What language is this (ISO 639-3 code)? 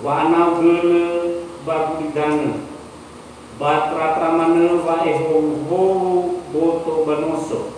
nia